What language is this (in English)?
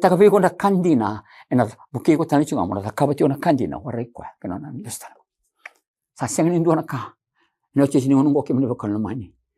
Fijian